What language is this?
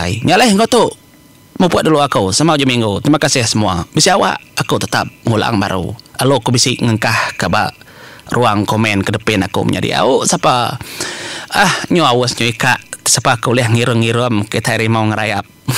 Iban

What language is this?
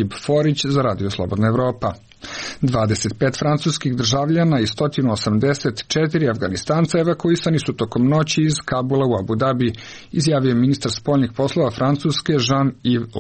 Serbian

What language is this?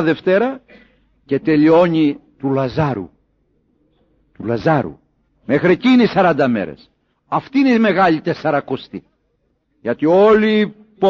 Greek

